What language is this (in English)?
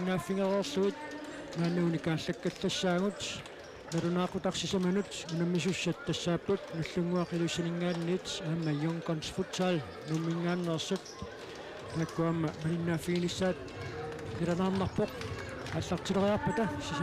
Kalaallisut